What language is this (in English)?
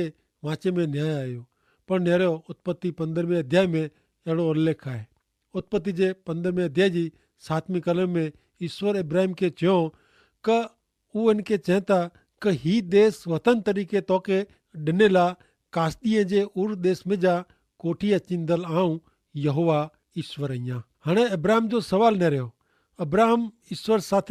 Kachhi